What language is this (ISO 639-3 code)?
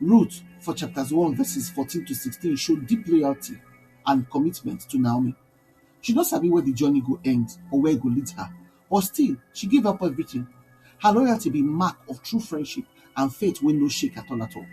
pcm